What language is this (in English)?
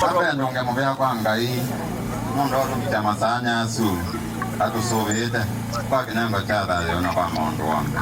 Kamba